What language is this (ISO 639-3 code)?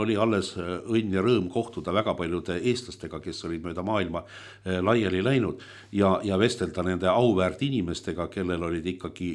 est